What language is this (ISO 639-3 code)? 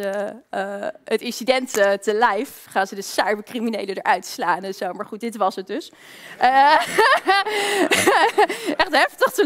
nld